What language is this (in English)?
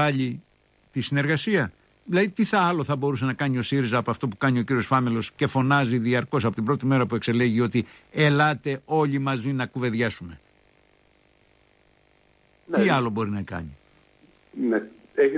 Greek